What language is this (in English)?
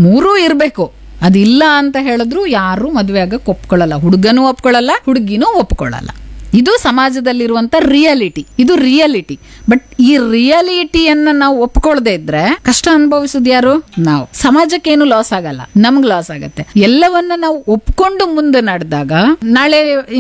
Kannada